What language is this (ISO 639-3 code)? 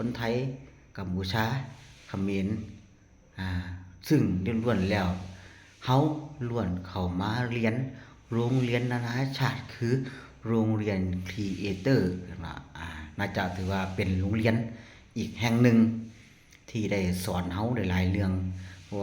lao